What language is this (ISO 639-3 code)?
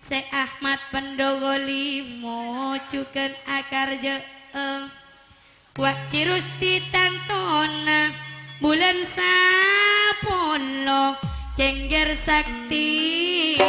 mad